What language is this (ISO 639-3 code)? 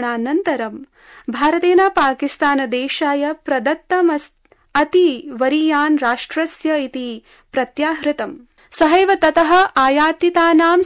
san